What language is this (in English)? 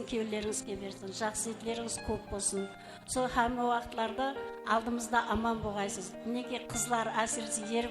Kara-Kalpak